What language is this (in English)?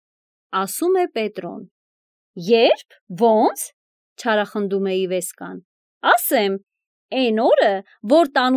Armenian